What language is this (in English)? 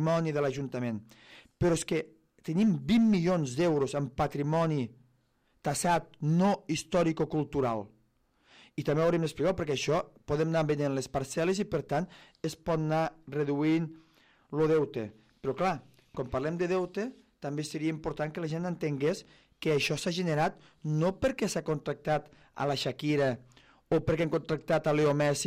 Catalan